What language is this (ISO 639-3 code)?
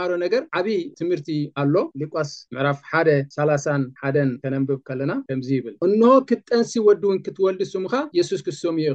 tir